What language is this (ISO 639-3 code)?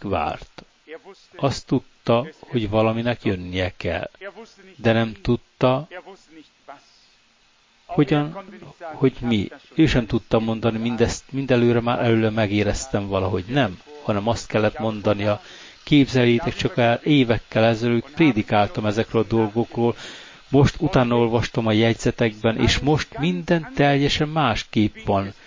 hun